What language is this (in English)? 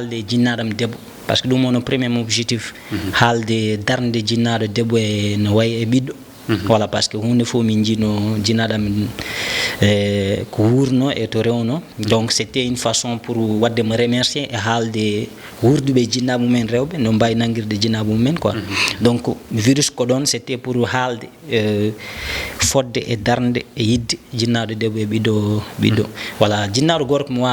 Fula